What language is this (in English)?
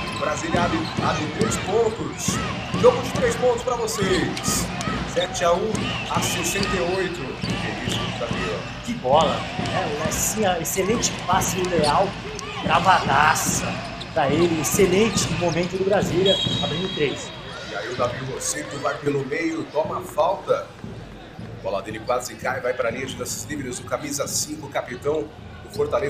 Portuguese